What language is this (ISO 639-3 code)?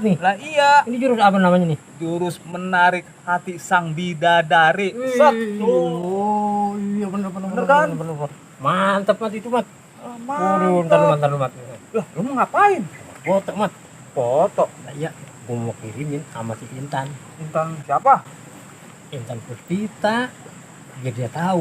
bew